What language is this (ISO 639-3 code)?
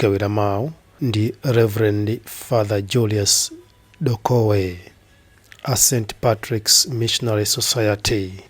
nya